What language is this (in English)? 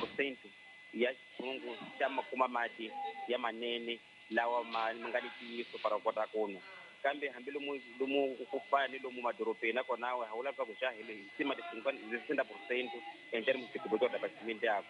Tsonga